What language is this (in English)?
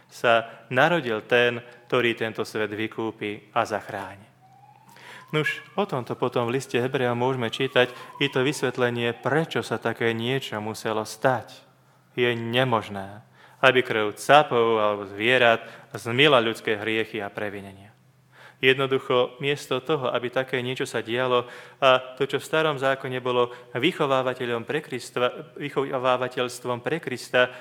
Slovak